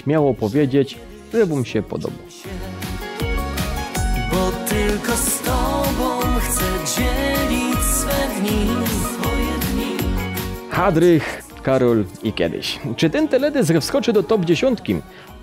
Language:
Polish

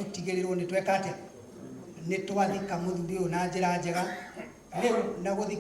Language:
Kikuyu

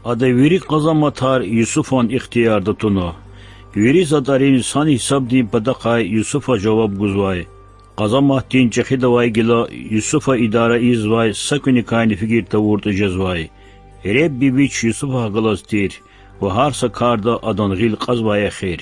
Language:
Lezghian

